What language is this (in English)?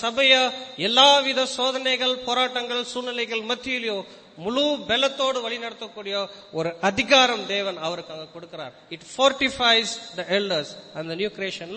Tamil